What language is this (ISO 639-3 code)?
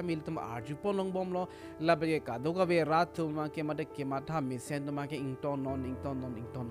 mjw